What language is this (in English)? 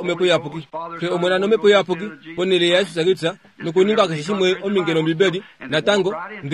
Kuanyama